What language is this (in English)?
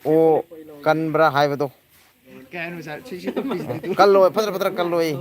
Manipuri